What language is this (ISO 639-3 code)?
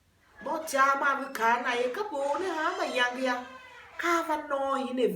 tiv